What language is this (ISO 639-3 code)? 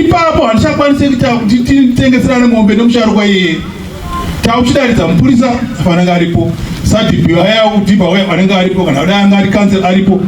sna